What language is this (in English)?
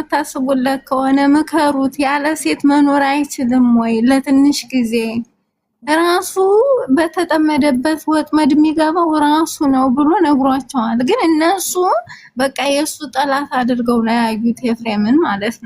Amharic